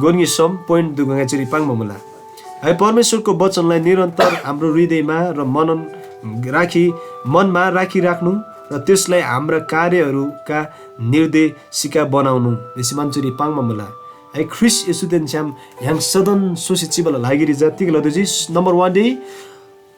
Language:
Eastern Tamang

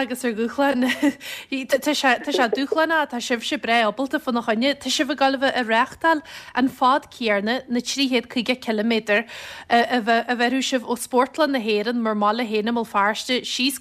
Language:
Irish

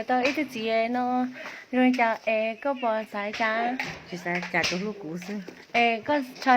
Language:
Hmong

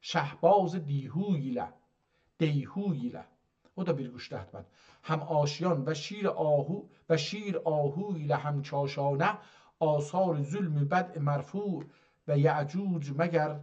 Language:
South Azerbaijani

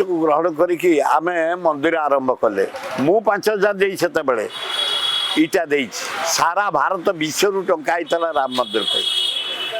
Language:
Odia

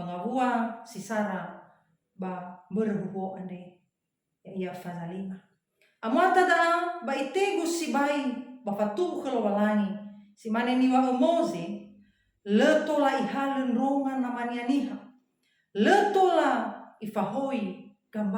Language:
Nias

